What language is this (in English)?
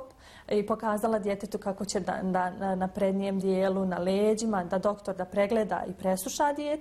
Bosnian